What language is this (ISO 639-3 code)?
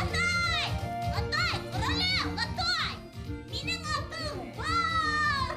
bak